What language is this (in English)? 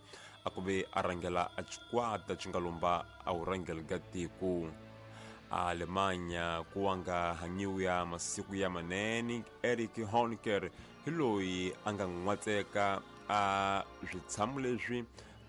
Tsonga